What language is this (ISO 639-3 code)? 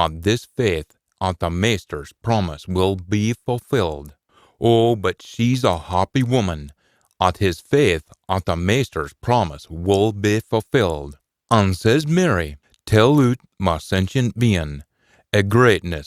sco